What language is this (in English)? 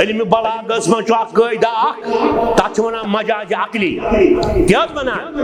Kashmiri